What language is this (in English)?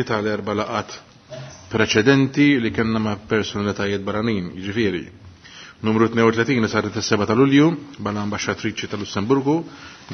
Maltese